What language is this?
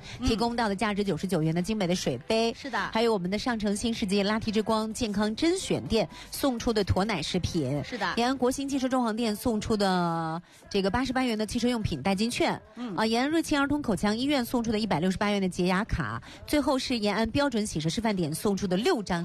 Chinese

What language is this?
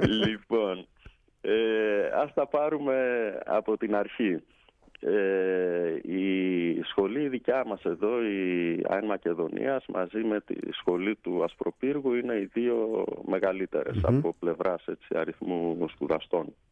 Greek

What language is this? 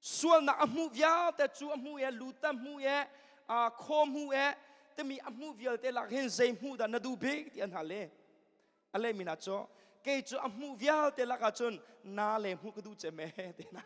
Hakha Chin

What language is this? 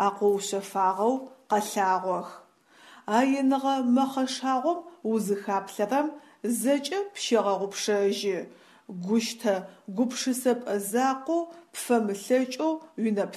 Adyghe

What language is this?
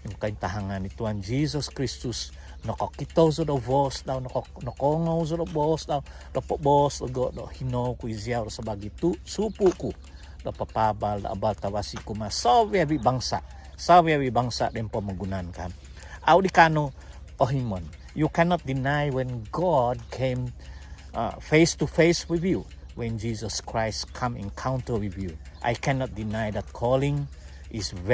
Central Dusun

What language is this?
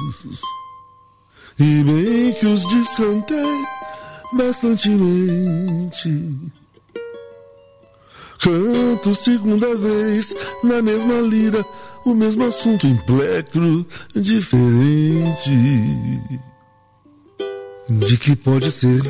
Portuguese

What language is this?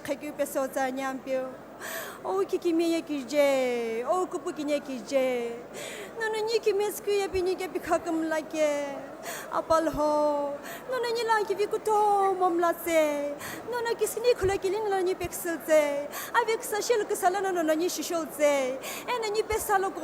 Sumi Naga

